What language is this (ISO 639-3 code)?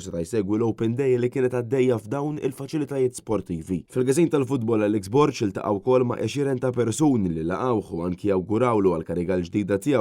mlt